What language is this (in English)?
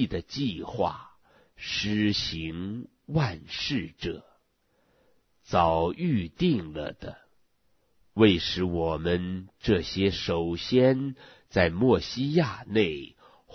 Chinese